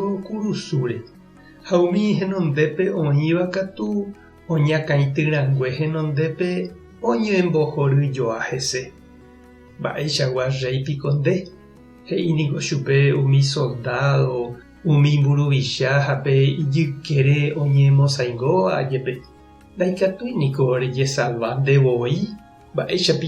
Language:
Guarani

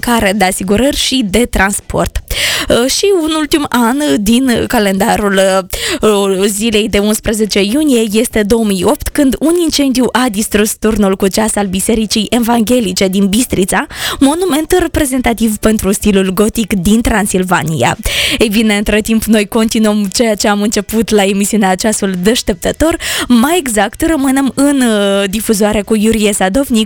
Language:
Romanian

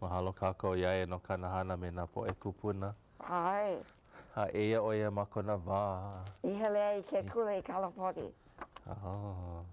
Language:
Hawaiian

